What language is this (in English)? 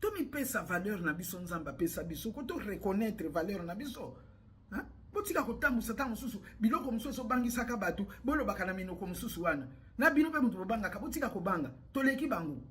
Lingala